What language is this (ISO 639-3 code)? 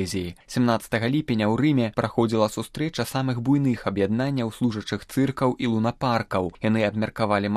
bel